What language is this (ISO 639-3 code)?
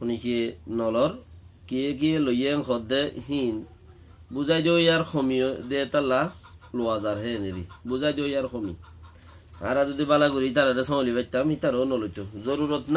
rhg